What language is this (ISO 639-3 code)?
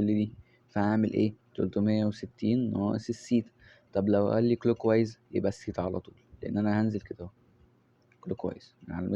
arz